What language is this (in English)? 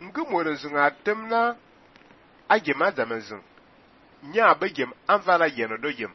Fang